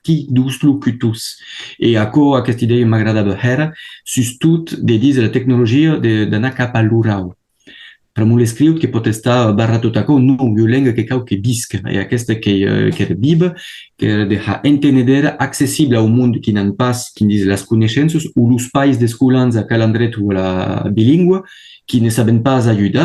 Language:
Occitan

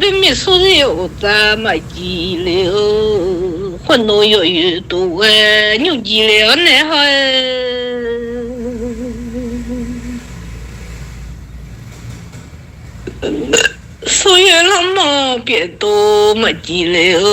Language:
Akha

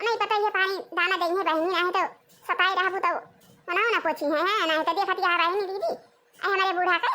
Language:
Awadhi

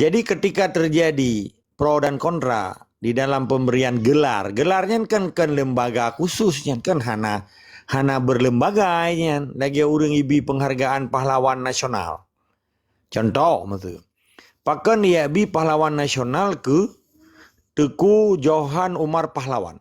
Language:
Achinese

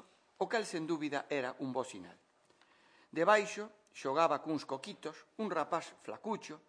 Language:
Galician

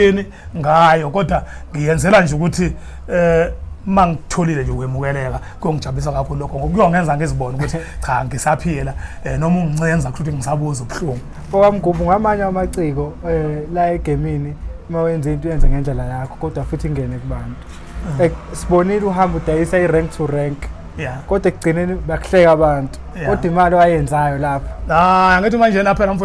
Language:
Zulu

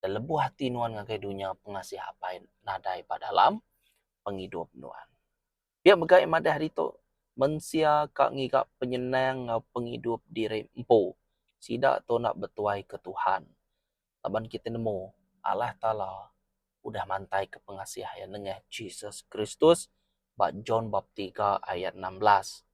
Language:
Iban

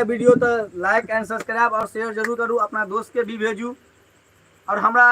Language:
Maithili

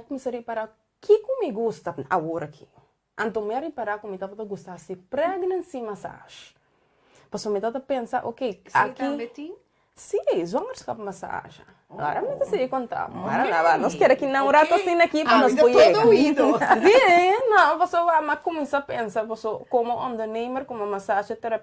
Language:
Papiamento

